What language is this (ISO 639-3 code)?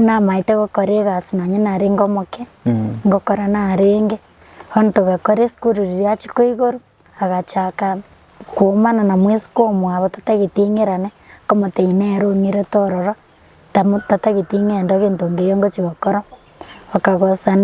guz